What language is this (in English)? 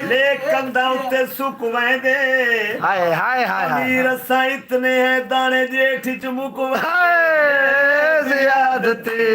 Saraiki